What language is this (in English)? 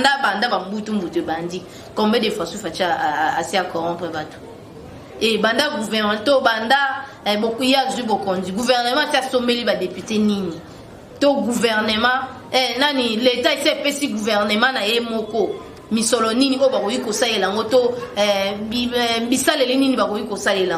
Lingala